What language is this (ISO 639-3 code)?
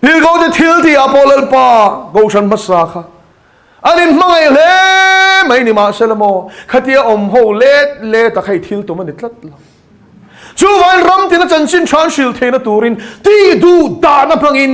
lus